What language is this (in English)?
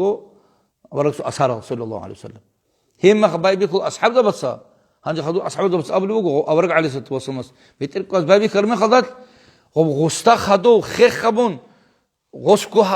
Avaric